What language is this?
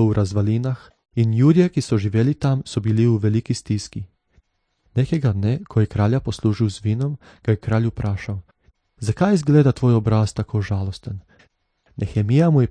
Slovenian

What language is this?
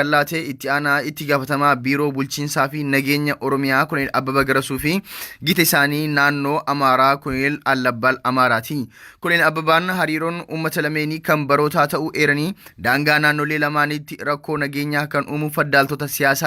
Oromo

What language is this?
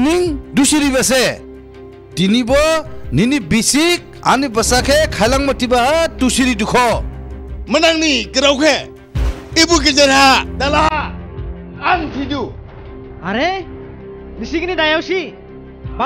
Dimasa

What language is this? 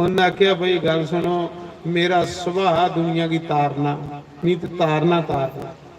Dogri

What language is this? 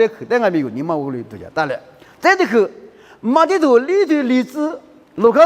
Lisu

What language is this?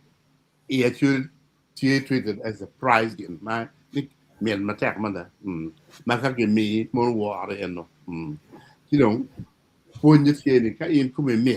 Acoli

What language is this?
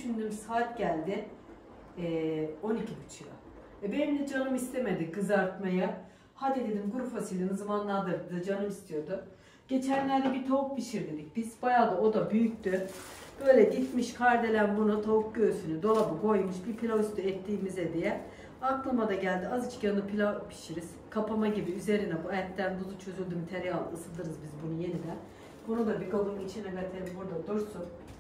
Turkish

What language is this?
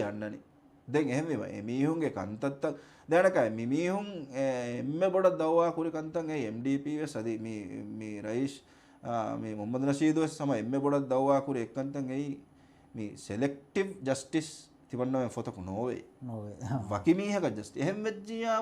Divehi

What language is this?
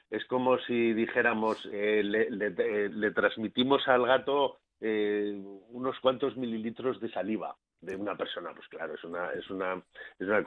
Spanish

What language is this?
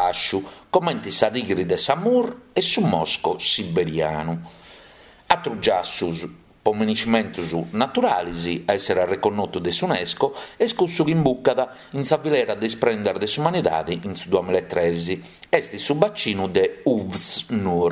Sardinian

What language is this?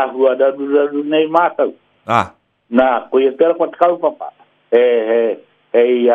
Māori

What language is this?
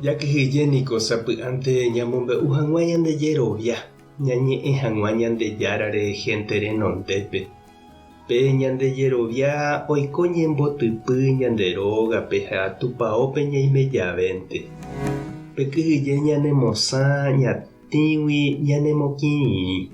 Guarani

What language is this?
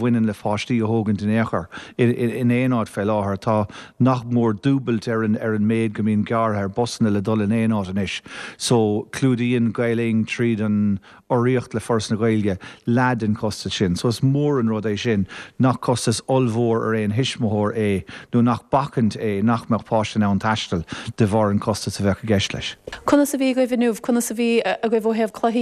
Irish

